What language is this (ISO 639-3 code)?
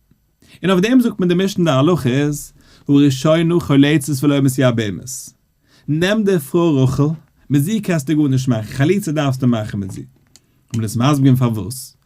yid